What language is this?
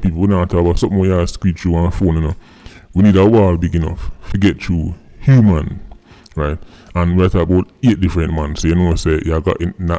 Jamaican Creole English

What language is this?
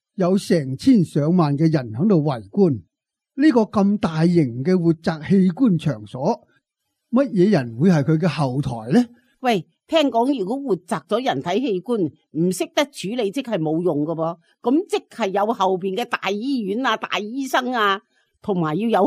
Cantonese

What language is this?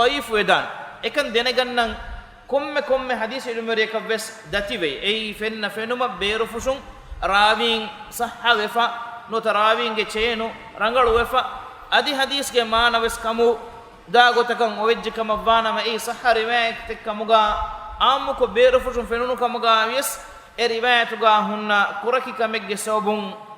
Divehi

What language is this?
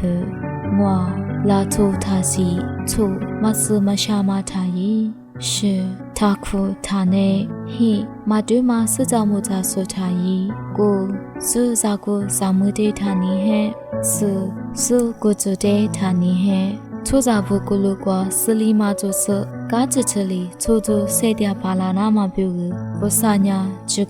Lisu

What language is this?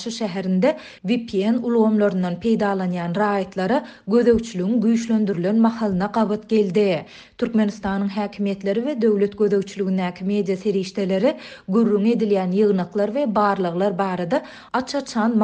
Turkmen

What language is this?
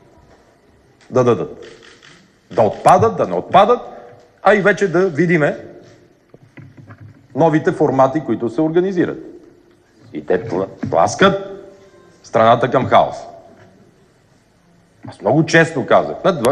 Bulgarian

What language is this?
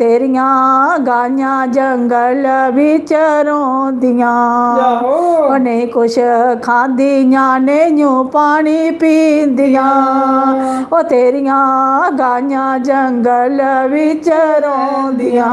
Dogri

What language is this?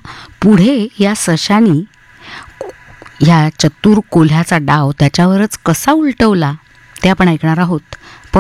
Marathi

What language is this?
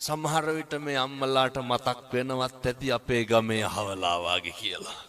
Sinhala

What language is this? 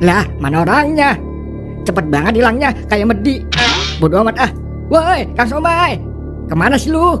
Betawi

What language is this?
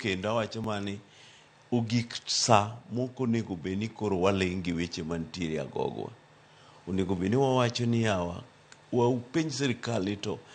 Luo (Kenya and Tanzania)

